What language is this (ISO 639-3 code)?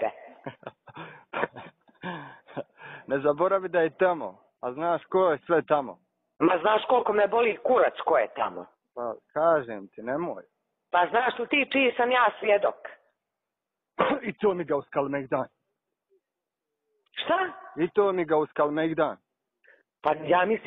bos